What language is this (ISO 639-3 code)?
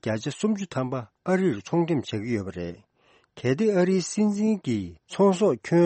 bod